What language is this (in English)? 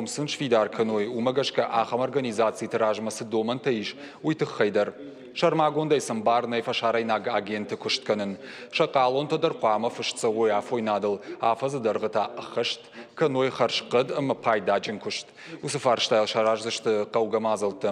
Ossetic